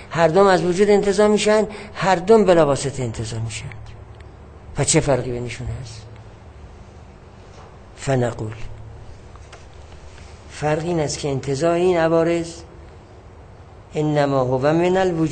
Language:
Persian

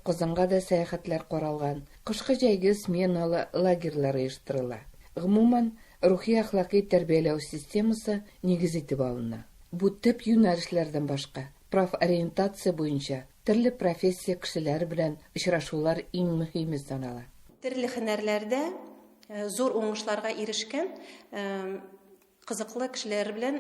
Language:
Tatar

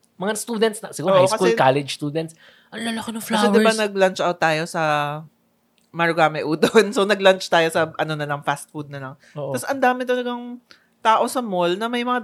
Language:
Filipino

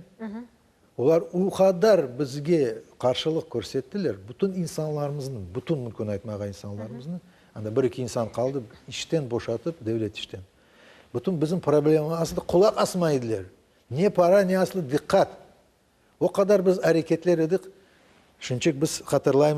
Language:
Crimean Tatar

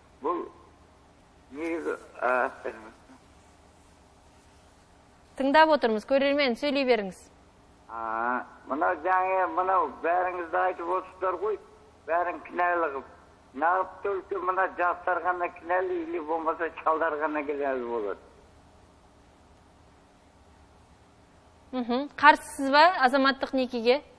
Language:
Kazakh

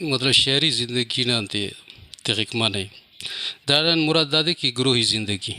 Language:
Brahui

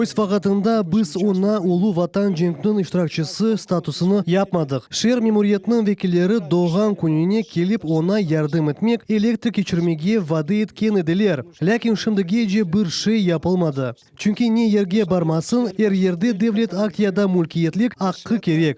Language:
Crimean Tatar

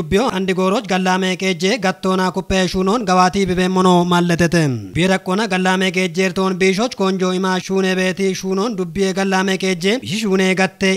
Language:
Kafa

